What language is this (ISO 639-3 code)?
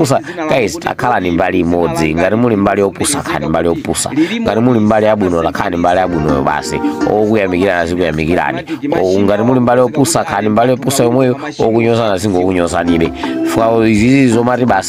nya